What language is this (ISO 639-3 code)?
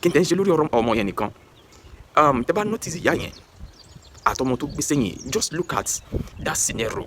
yor